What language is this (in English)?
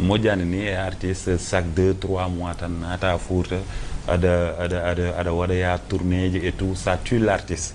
Fula